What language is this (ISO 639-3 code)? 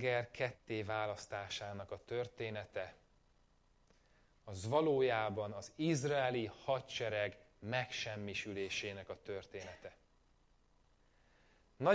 hun